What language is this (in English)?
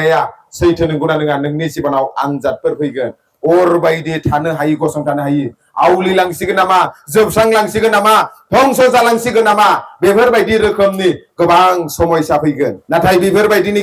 Bodo